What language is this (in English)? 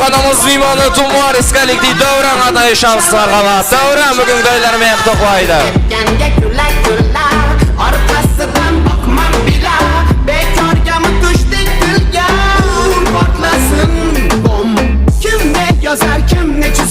Kara-Kalpak